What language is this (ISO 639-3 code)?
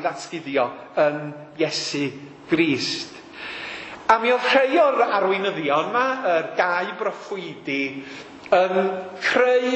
cym